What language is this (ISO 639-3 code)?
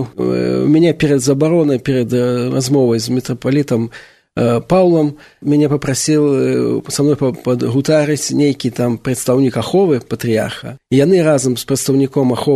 bel